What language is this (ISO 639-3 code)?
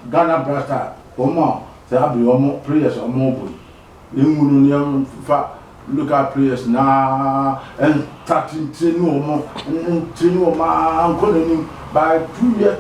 aka